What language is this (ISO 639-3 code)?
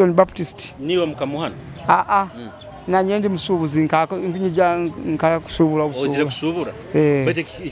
nyo